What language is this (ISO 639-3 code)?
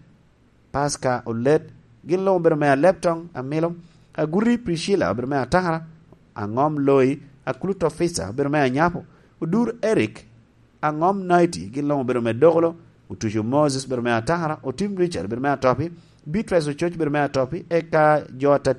laj